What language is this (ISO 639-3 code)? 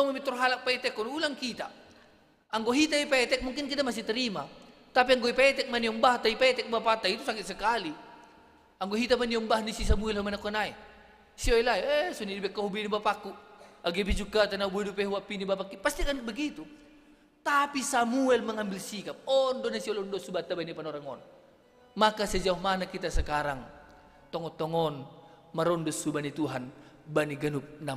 bts